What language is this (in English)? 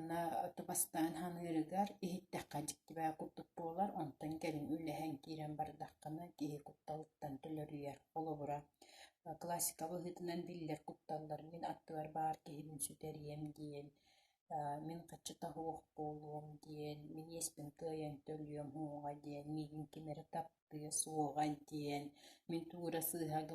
Yakut